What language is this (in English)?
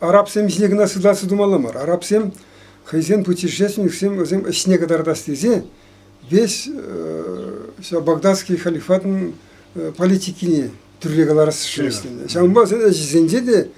Chuvash